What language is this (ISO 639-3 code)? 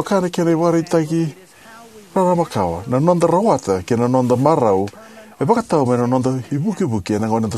fij